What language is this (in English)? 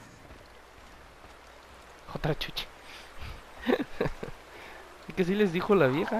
Spanish